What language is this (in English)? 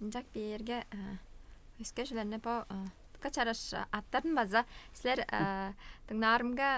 Tuvinian